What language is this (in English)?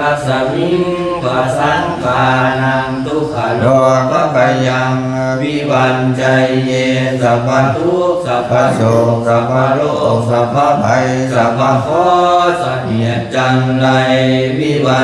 Pali